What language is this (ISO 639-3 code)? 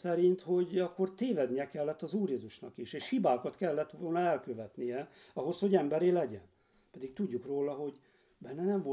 hun